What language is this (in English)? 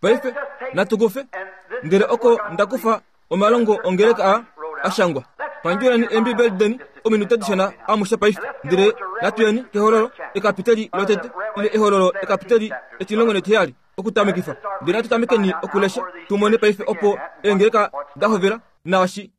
Kuanyama